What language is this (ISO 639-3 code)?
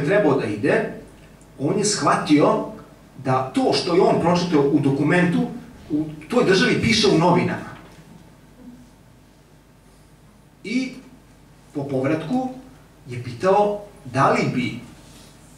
srp